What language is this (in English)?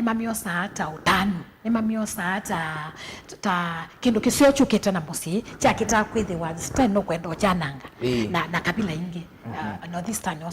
Kamba